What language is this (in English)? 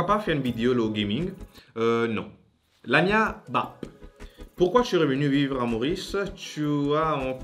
Morisyen